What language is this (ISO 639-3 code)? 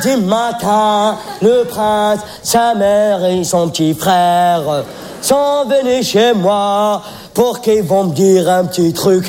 fra